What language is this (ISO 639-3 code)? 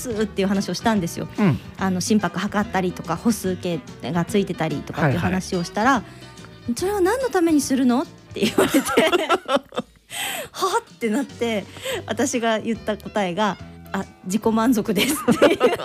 jpn